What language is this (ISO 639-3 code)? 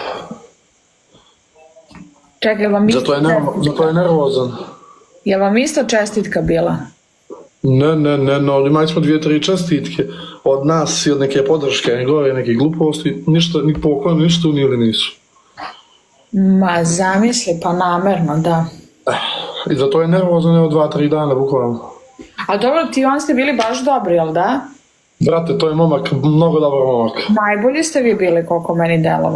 srp